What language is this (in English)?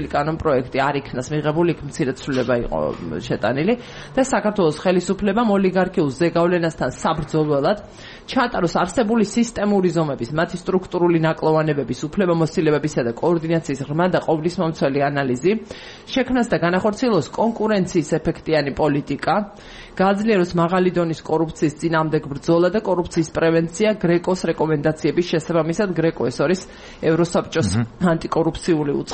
Georgian